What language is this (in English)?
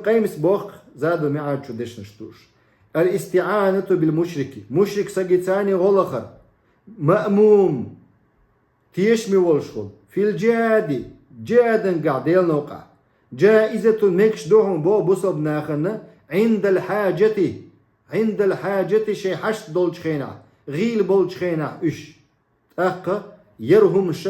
Chechen